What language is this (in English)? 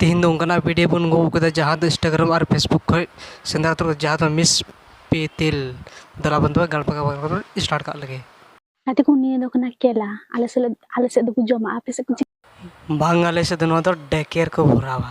Santali